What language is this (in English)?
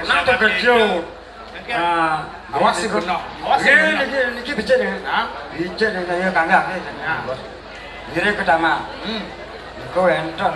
Balinese